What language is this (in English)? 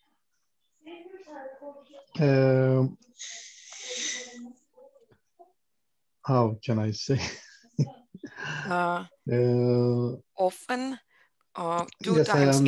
Finnish